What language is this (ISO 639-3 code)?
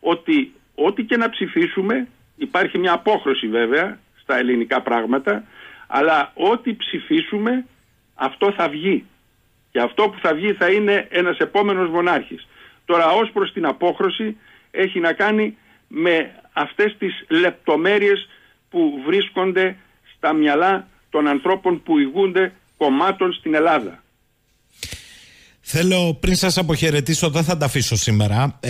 ell